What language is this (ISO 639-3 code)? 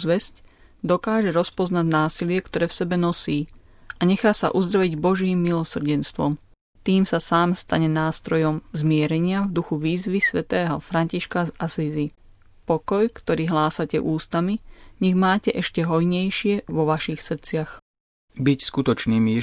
slk